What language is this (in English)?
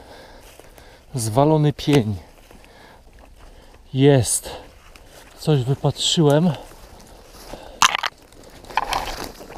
Polish